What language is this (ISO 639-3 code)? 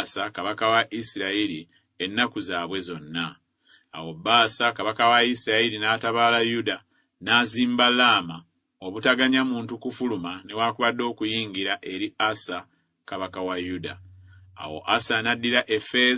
lug